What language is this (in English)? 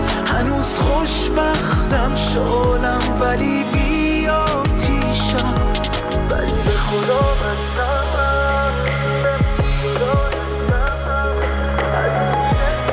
Persian